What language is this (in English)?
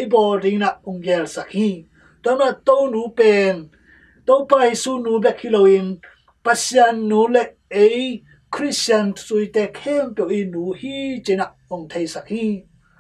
Tedim Chin